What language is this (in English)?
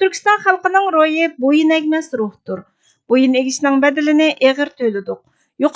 Uyghur